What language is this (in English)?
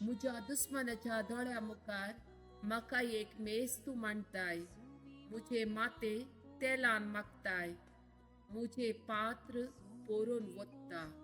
Konkani